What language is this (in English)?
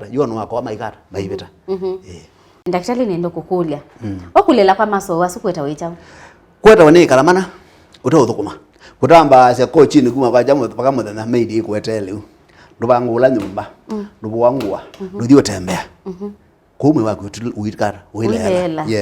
Kamba